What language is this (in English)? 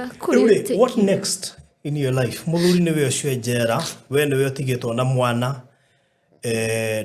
Kikuyu